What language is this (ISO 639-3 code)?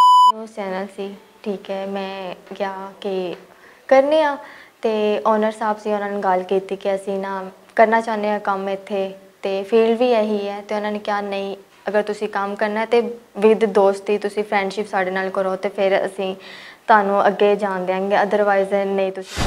lah